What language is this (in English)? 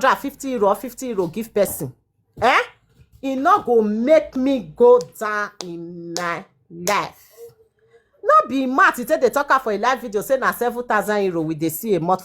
Nigerian Pidgin